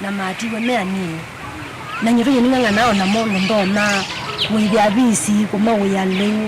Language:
Kamba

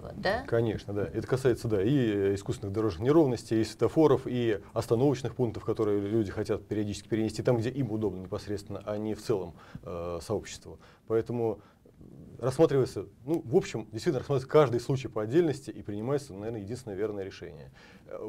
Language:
Russian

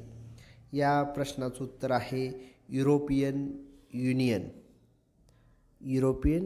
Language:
Marathi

